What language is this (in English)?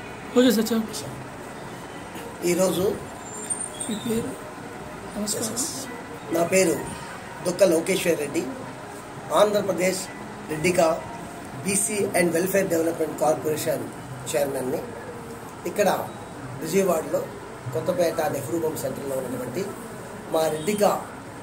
Telugu